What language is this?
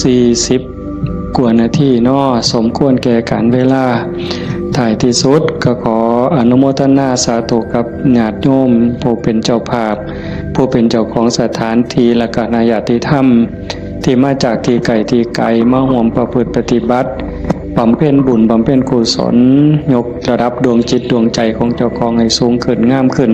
Northeastern Thai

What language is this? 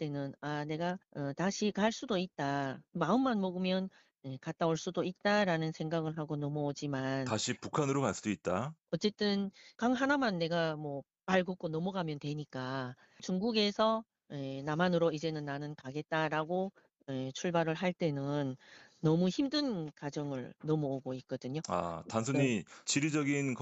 Korean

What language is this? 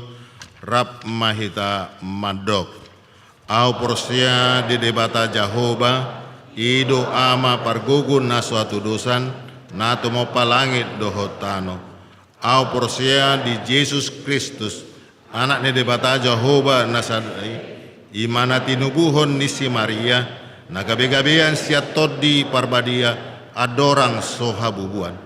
Batak Toba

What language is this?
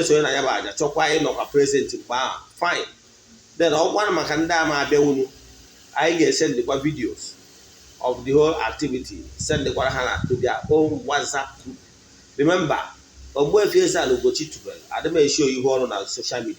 Igbo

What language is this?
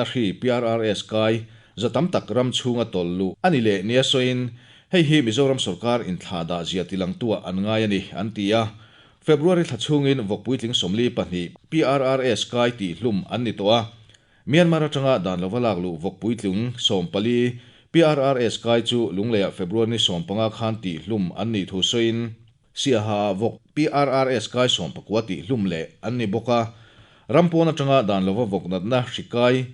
Mizo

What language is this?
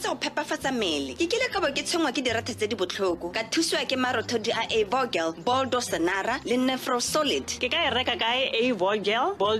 Tswana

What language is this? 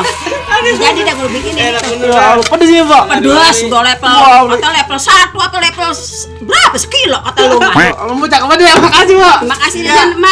Betawi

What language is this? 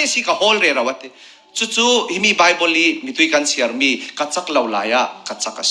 Falam Chin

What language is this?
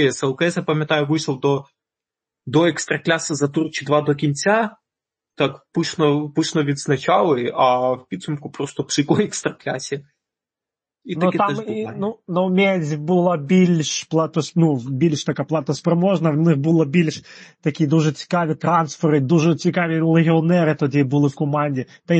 Ukrainian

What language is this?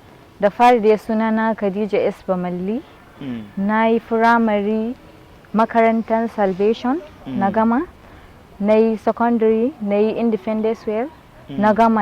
Hausa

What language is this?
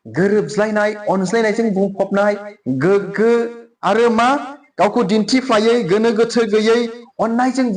Bodo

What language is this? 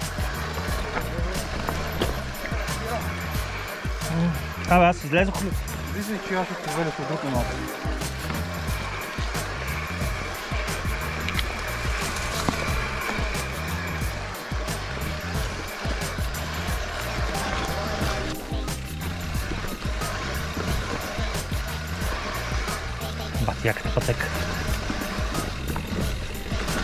Bulgarian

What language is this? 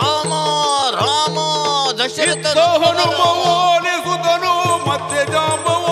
Kannada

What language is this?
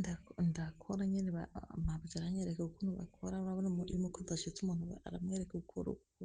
Rundi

